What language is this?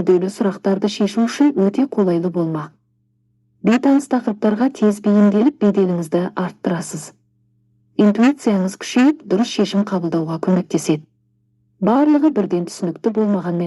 Kazakh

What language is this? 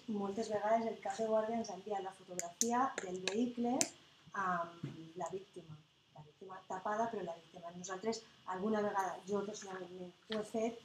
Catalan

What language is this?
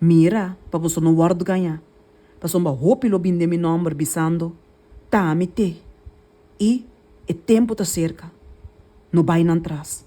Papiamento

